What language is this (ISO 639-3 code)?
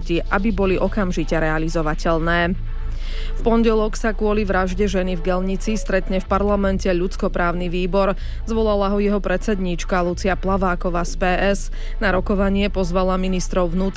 slk